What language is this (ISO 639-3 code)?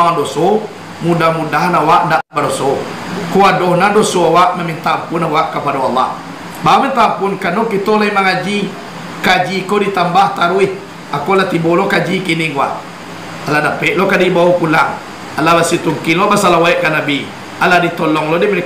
min